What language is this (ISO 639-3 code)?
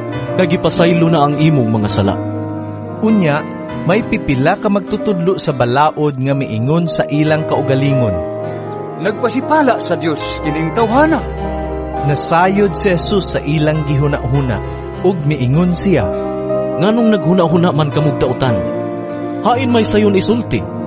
ceb